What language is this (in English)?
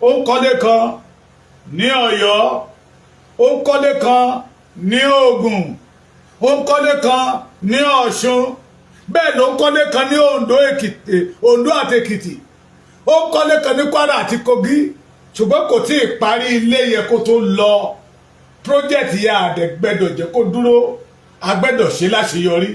Yoruba